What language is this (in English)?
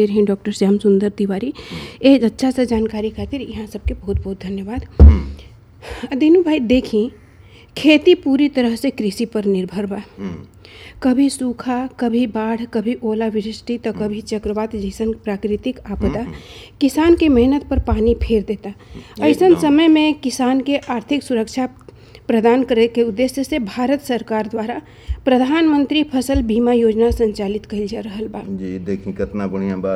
Bhojpuri